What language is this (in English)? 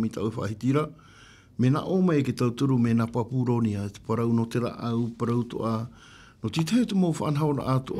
Tahitian